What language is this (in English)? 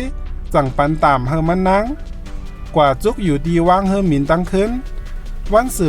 Shan